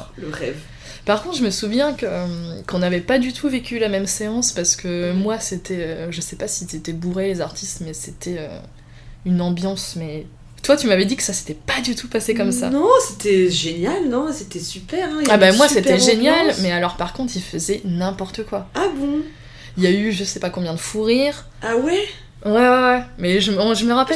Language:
French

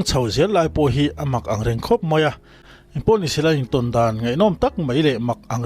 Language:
Mizo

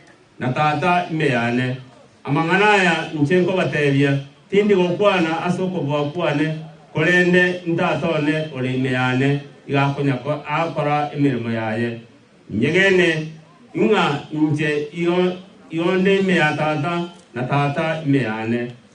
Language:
Gusii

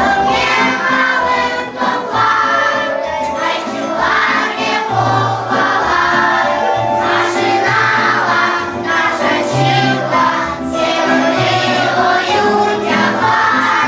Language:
Crimean Tatar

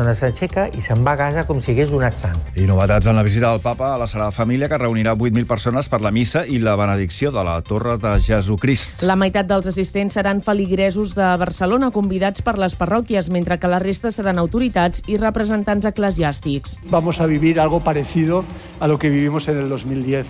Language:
Catalan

